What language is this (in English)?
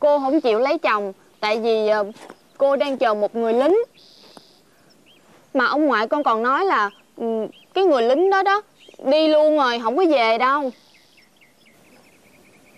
Vietnamese